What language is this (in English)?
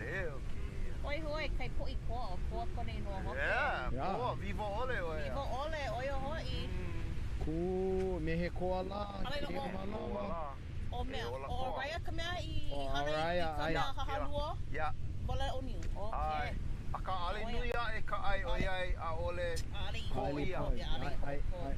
Hawaiian